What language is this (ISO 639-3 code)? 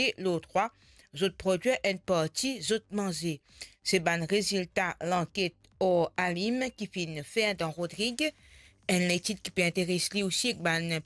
mfe